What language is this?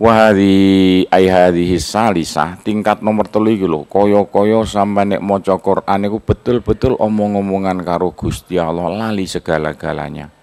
Javanese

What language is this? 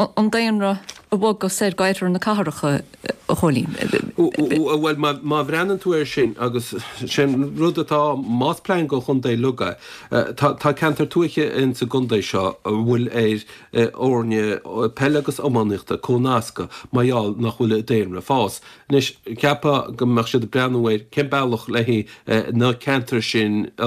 Irish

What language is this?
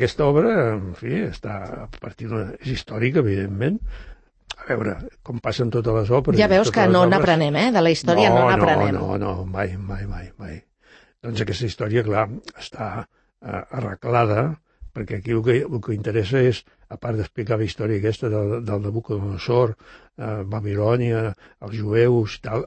Catalan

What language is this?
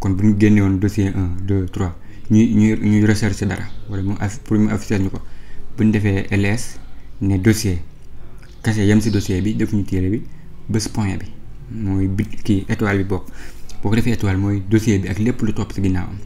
Wolof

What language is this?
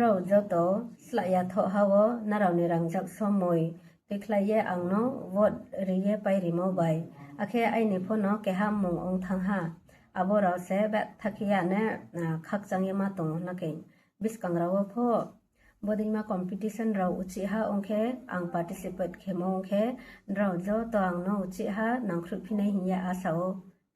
Riang (India)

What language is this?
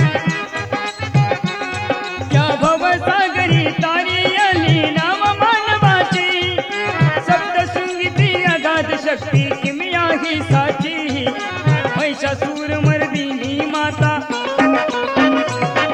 Marathi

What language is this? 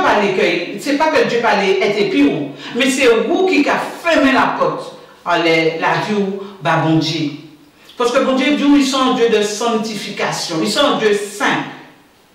Guadeloupean Creole French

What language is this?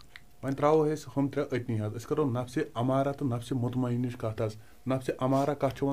Kashmiri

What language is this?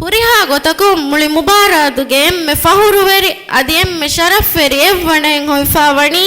Divehi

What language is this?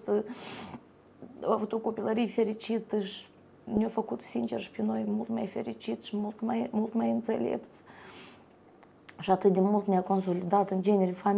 Romanian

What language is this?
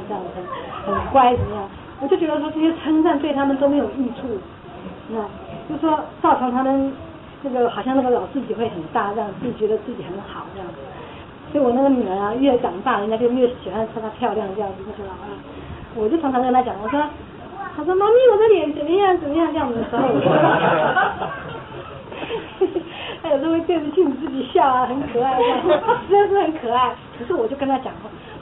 Chinese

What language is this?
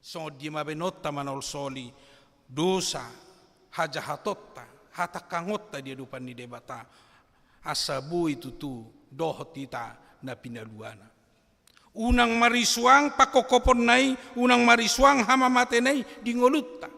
Batak Toba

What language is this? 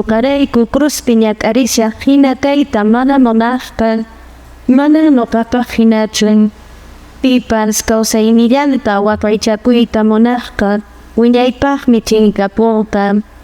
Quechua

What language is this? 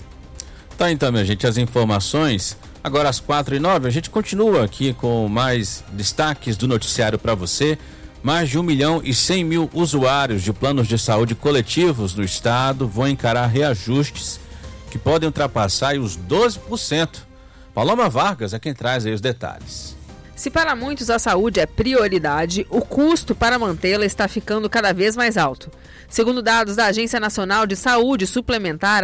Portuguese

